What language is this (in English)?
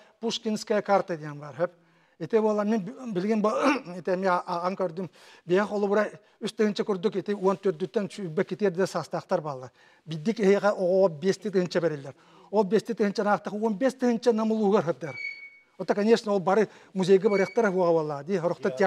Yakut